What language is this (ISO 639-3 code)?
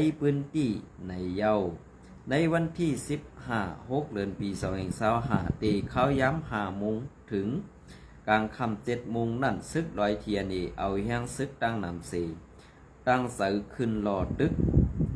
shn